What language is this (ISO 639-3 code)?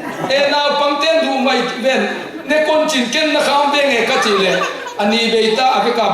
ctd